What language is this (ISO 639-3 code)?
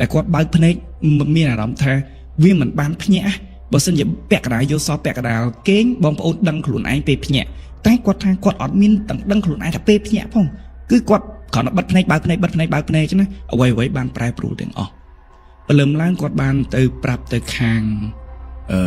khm